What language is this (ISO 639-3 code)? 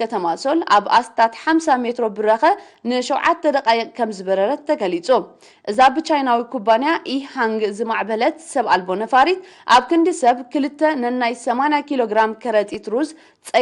tir